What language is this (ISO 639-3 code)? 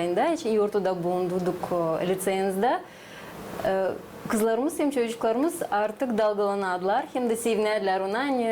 gag